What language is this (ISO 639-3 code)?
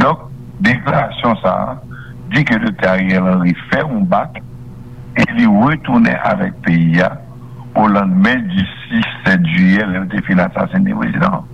hat